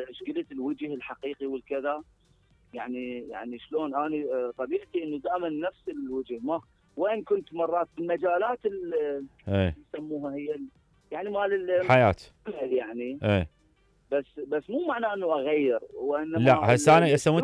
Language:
Mesopotamian Arabic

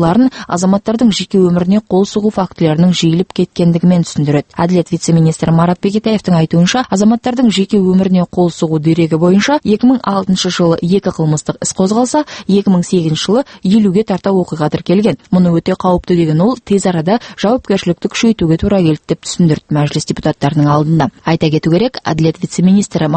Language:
Kazakh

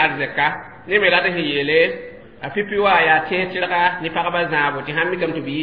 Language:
Mossi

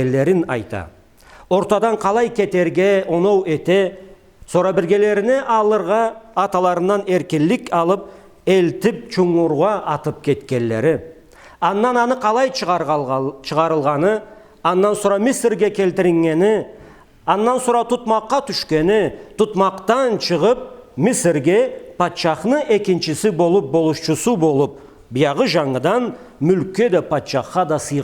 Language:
Karachay-Balkar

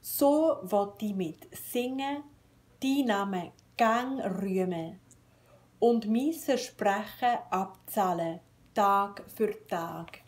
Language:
Swiss German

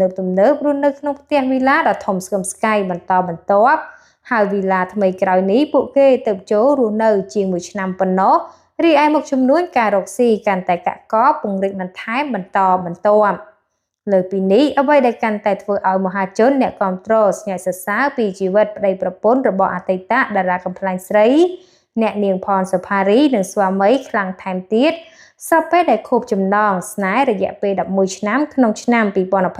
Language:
Khmer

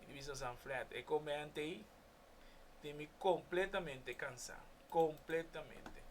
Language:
Papiamento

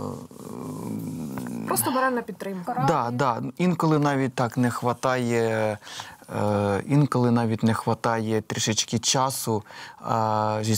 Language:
Ukrainian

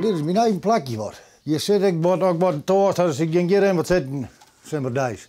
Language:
Western Frisian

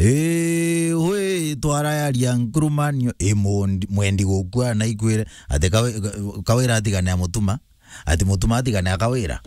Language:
Meru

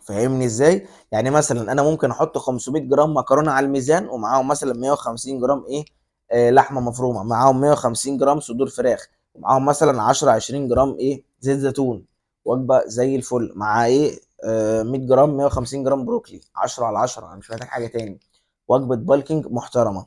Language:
Egyptian Arabic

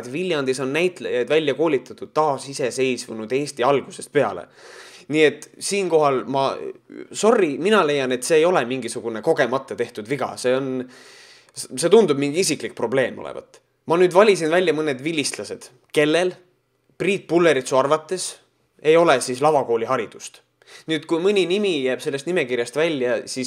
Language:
Estonian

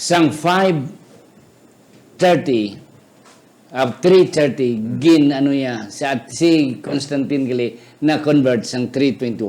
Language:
Hiligaynon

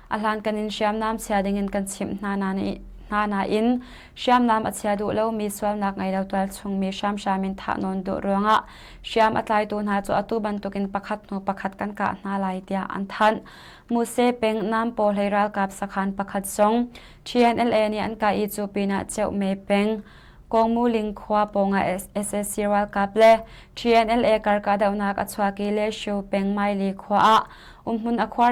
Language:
Hakha Chin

